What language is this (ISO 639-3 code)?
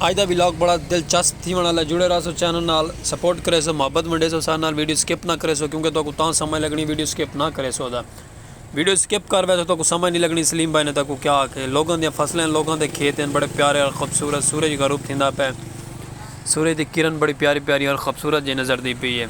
skr